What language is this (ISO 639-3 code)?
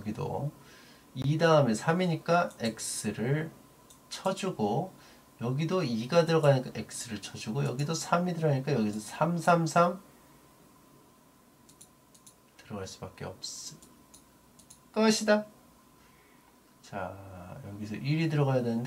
kor